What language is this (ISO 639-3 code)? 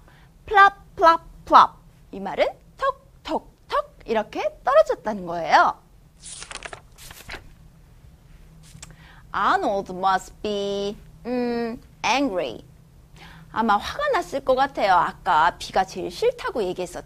kor